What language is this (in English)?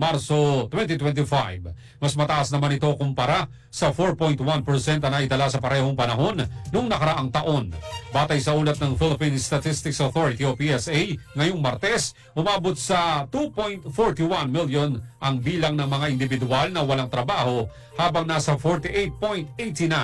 Filipino